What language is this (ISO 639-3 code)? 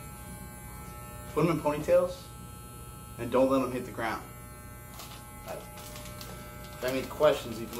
eng